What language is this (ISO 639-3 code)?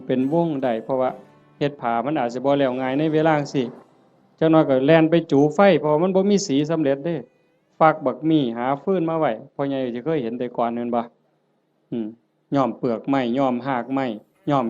tts